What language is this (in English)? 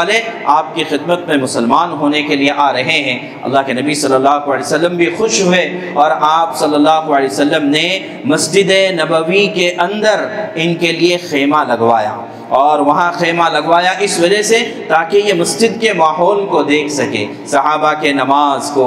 Urdu